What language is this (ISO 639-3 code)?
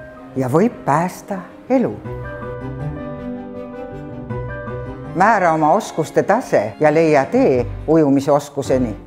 est